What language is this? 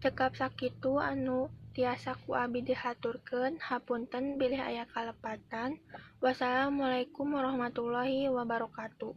Sundanese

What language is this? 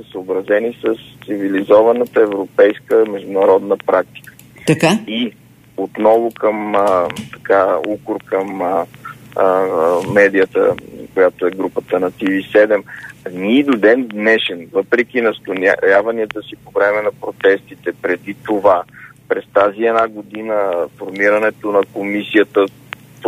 Bulgarian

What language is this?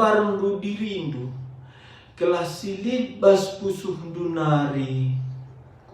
Batak Karo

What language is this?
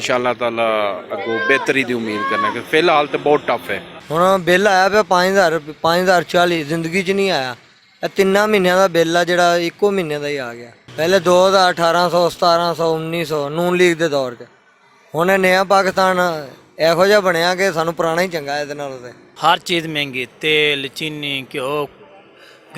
Western Panjabi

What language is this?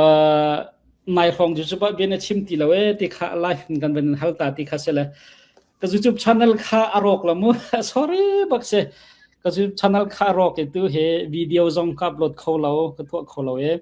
Falam Chin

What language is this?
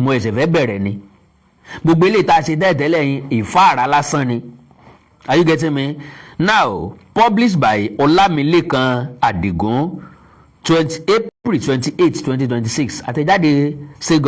Yoruba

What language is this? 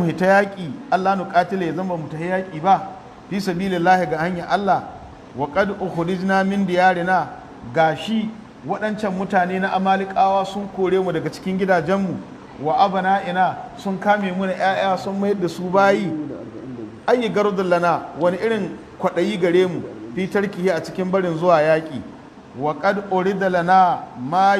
Hausa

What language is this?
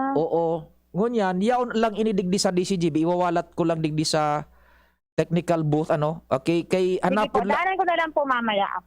Bikol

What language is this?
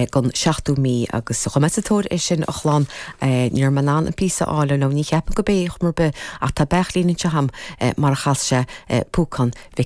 Irish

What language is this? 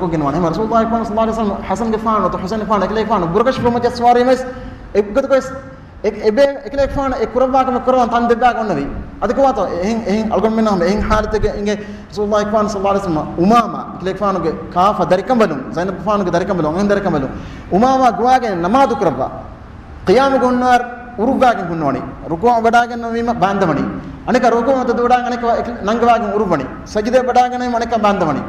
Divehi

